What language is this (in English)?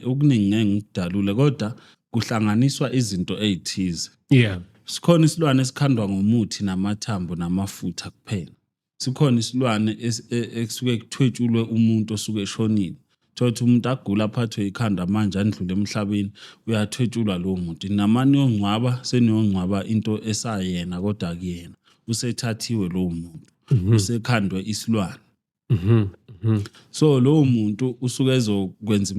Zulu